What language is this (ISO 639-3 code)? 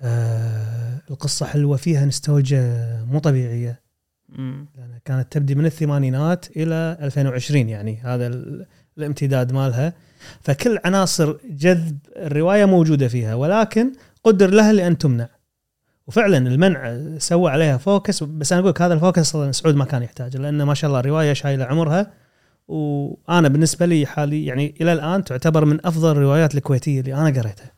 afb